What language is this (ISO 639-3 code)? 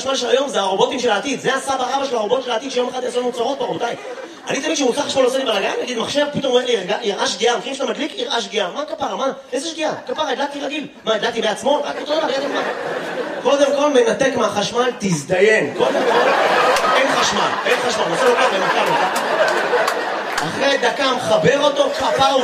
heb